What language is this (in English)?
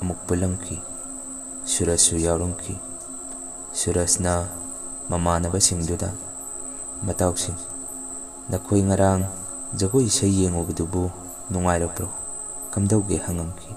Manipuri